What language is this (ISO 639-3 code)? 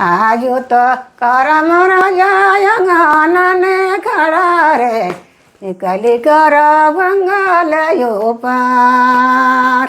sck